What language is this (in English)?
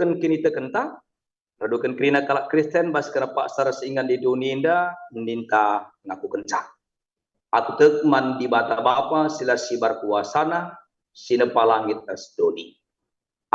Batak Karo